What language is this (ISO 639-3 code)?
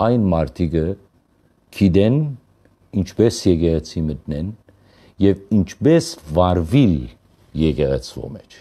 hyw